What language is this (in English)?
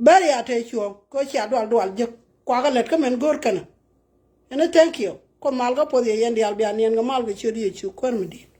Nuer